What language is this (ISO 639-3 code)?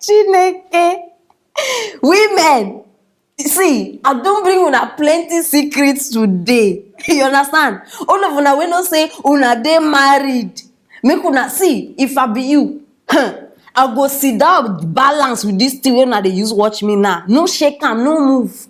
pcm